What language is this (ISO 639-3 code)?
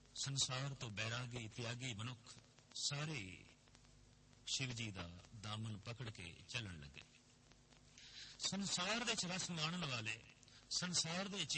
pan